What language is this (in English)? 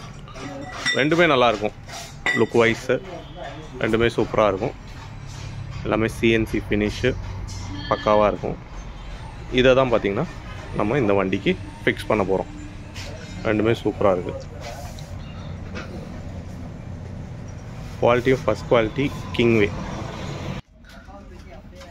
Tamil